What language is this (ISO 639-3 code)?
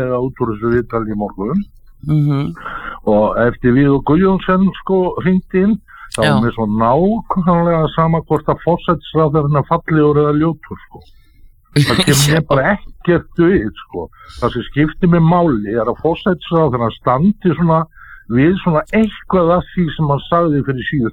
isl